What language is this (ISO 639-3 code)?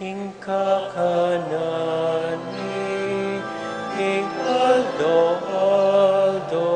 pam